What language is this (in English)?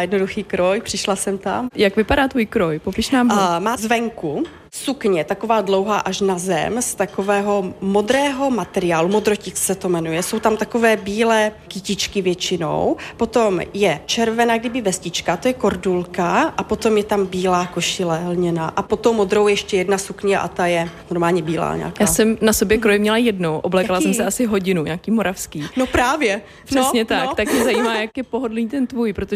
Czech